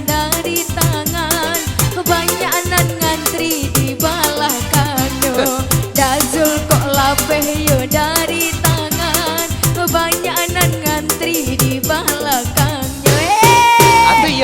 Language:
Minangkabau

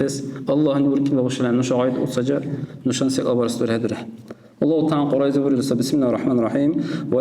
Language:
Dargwa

